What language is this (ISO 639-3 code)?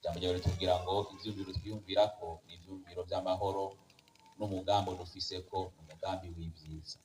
run